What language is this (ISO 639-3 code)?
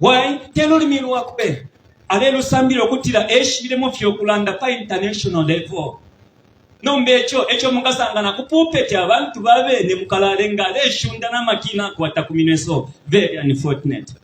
bem